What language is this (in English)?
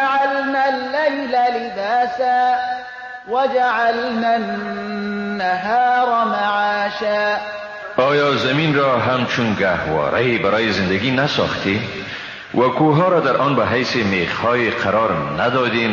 Persian